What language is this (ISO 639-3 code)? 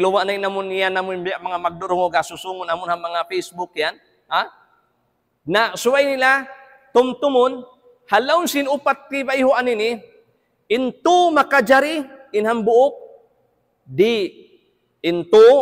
tsg